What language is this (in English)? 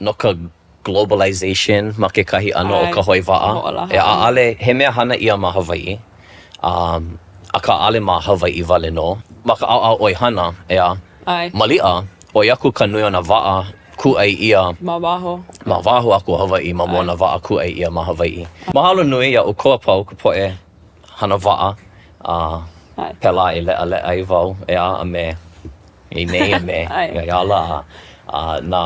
Hawaiian